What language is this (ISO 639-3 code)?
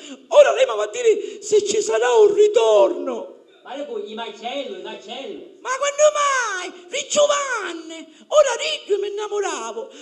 scn